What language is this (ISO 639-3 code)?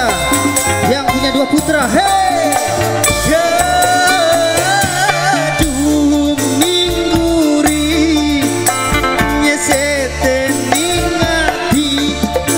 ind